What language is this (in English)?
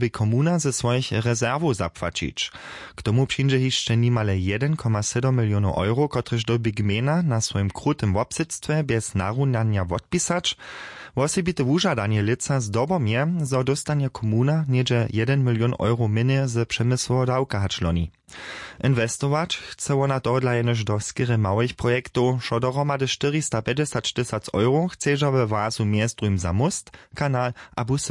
Upper Sorbian